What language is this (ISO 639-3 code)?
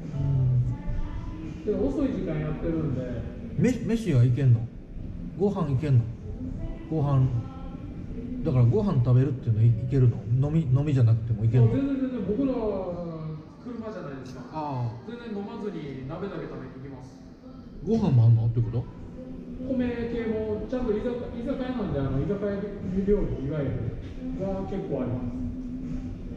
jpn